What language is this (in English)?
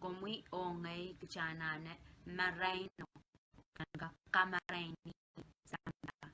Pohnpeian